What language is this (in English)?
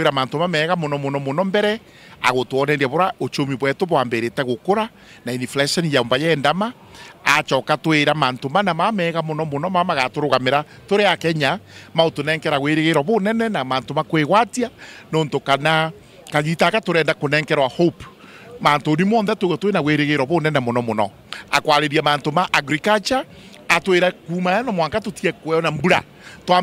Meru